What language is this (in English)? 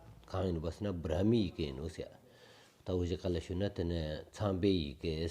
Stod Bhoti